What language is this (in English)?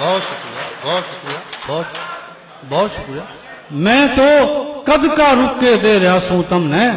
Haryanvi